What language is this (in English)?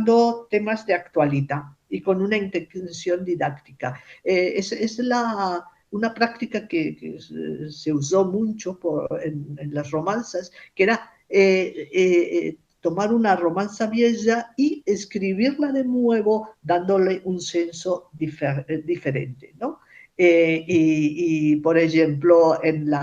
Ladino